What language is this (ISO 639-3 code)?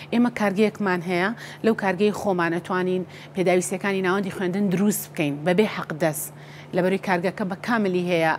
ckb